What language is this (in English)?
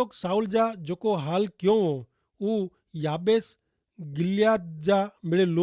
Kachhi